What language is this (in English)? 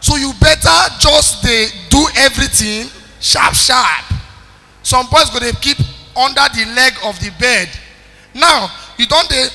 Nigerian Pidgin